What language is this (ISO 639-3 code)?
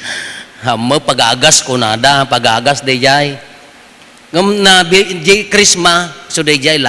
ilo